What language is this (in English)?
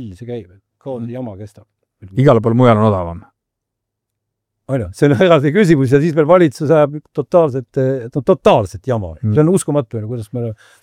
Estonian